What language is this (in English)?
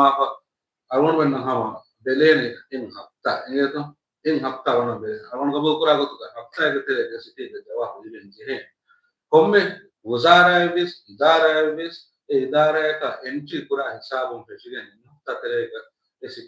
Divehi